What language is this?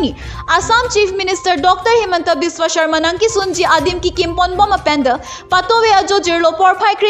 Karbi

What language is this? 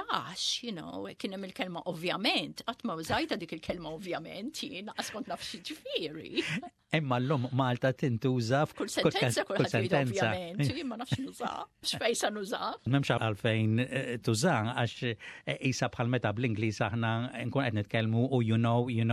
Maltese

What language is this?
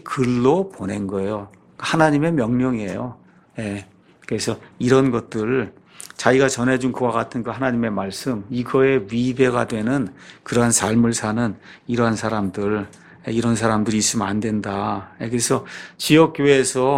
Korean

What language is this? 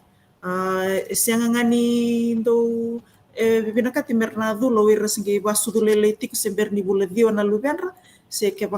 Fijian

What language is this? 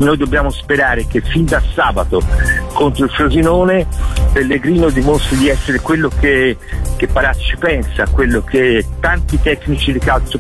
Italian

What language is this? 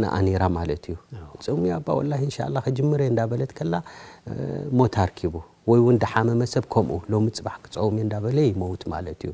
Tigrinya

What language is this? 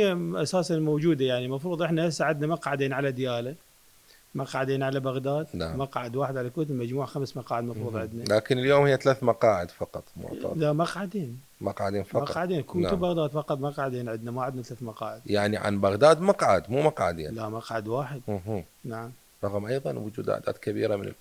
Mesopotamian Arabic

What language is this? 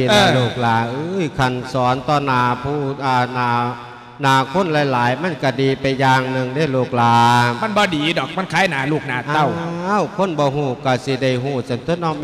Lao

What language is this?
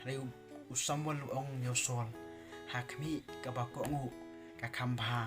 Khasi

